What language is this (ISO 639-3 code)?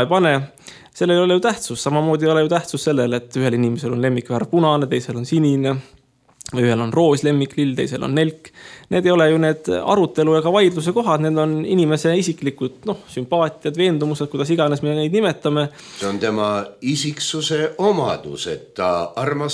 est